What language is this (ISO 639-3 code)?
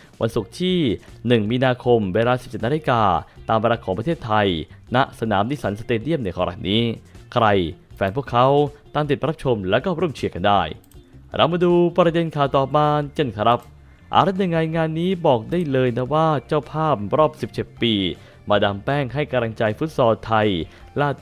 tha